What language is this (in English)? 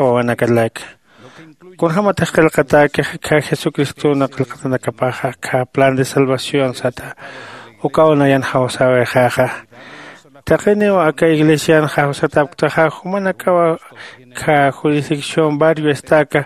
Aymara